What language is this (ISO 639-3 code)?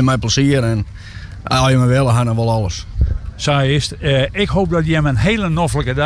fry